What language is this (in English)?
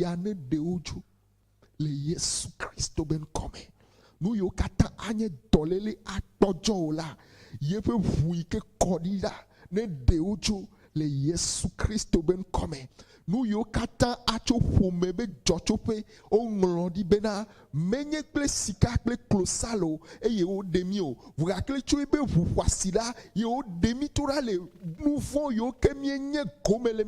Ewe